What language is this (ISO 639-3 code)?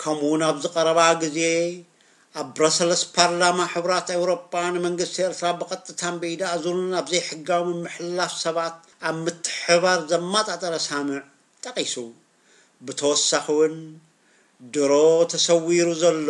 tir